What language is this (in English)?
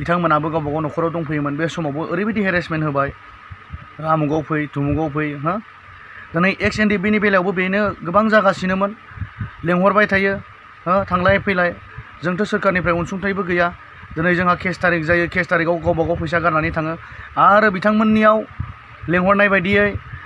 Bodo